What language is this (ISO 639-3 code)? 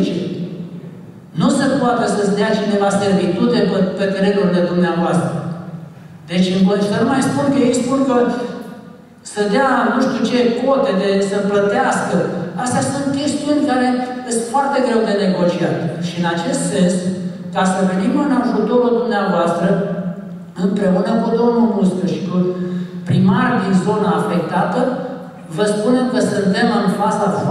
ron